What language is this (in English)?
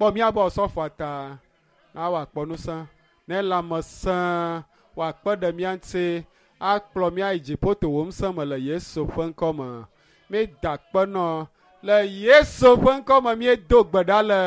Ewe